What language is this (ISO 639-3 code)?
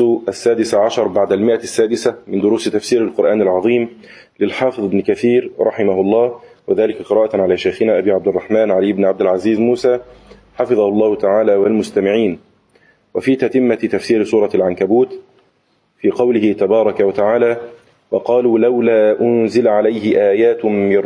ara